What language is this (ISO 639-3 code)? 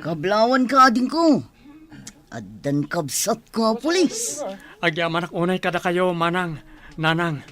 ilo